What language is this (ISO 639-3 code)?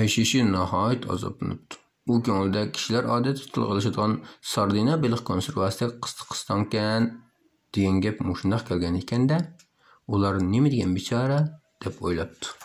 uig